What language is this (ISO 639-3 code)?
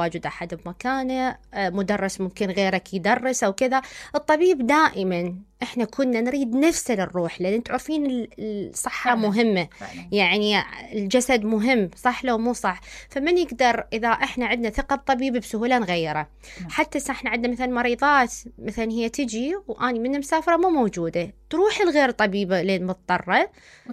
acm